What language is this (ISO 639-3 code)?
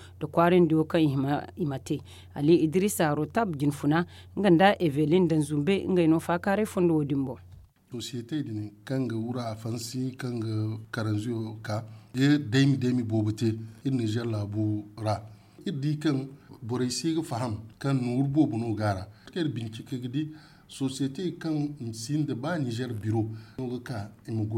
dje